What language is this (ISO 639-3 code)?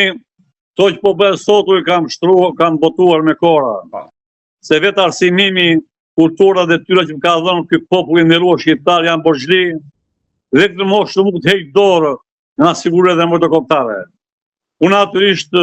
sqi